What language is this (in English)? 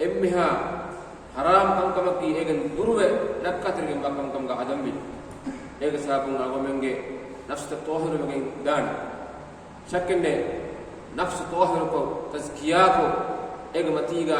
Divehi